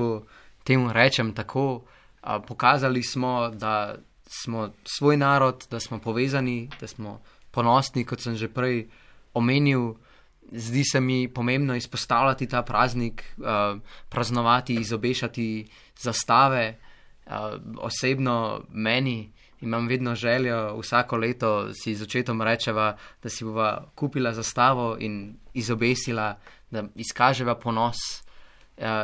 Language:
Slovenian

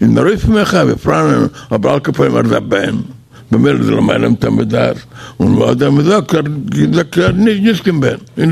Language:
Yiddish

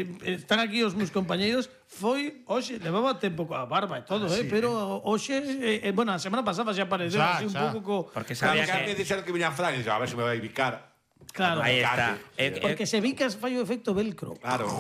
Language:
Galician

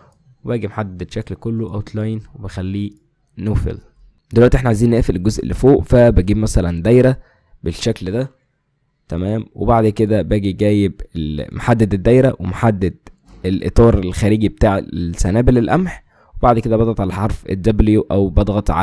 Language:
Egyptian Arabic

